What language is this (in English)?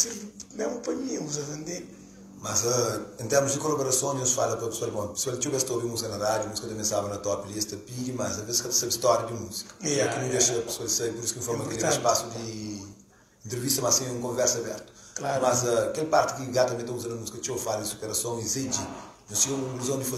Kabuverdianu